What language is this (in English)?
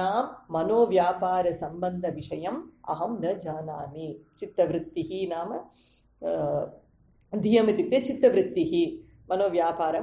Sanskrit